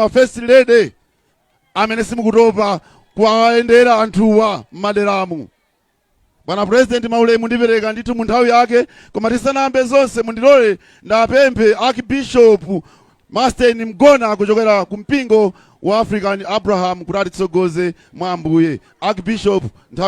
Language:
Nyanja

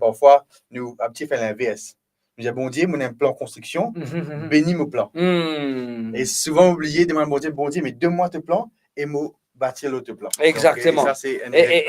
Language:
Morisyen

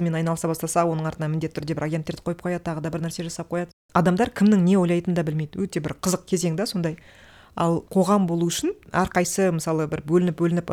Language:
Kazakh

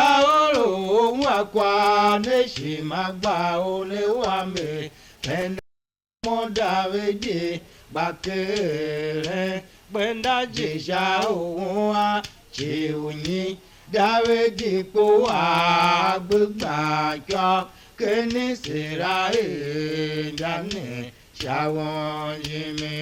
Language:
Tiv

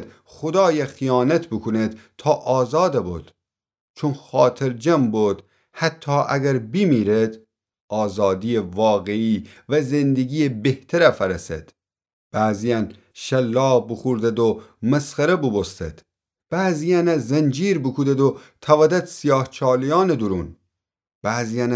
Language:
Gilaki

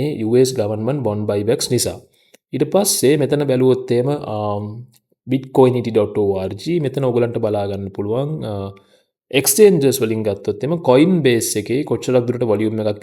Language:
Sinhala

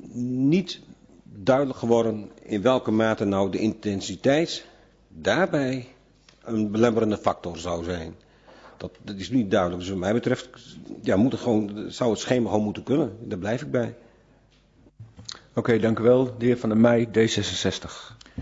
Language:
Dutch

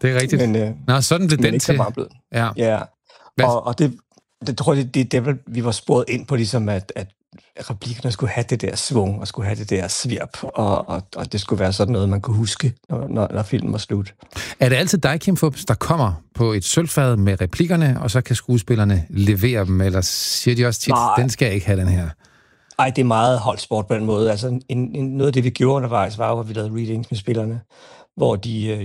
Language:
Danish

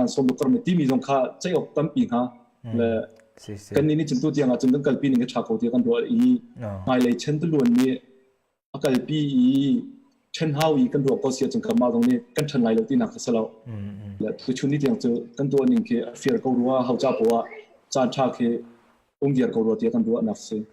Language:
Hakha Chin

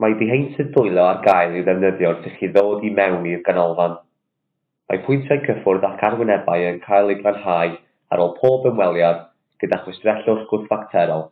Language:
Welsh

